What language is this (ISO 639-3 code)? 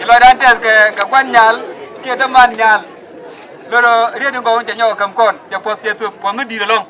nus